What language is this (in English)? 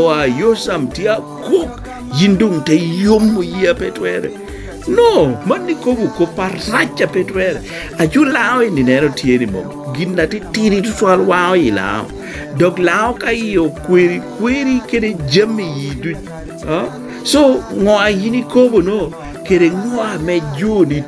Lango (Uganda)